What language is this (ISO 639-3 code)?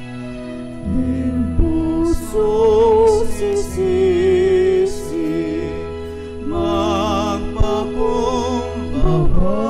pam